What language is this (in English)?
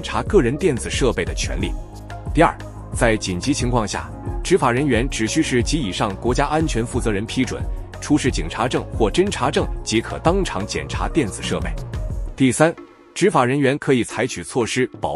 Chinese